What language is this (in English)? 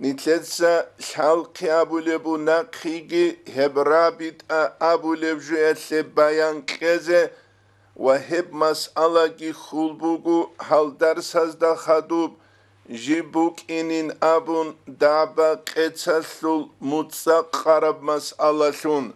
Avaric